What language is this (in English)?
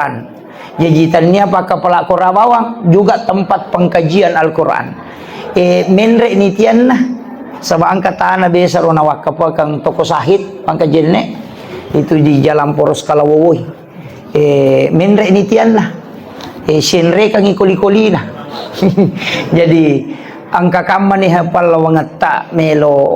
Buginese